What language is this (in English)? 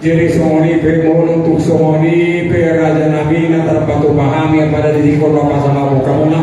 Batak Toba